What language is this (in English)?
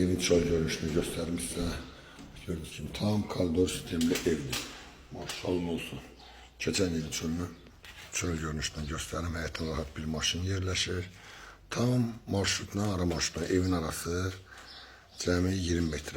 Azerbaijani